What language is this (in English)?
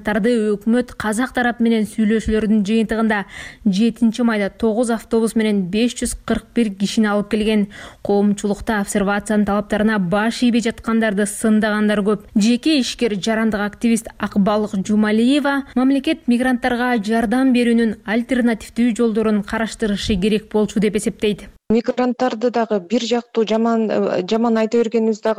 Kyrgyz